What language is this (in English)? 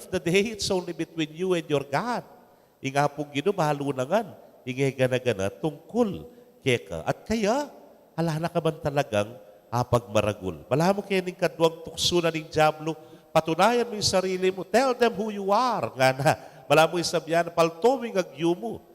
Pampanga